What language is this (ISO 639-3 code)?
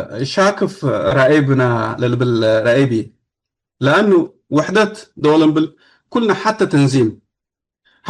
tig